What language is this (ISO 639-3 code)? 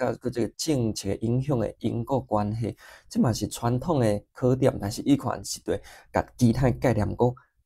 nan